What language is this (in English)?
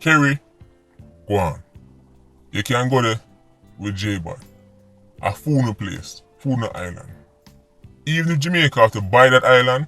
Jamaican Creole English